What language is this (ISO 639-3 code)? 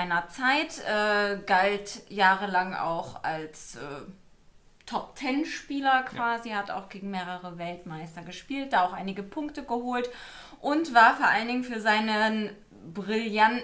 deu